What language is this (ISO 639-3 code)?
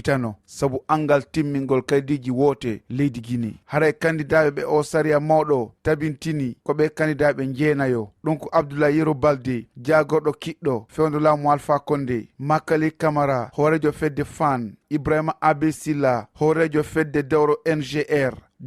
ful